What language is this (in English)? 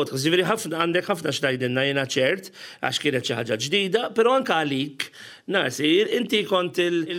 Maltese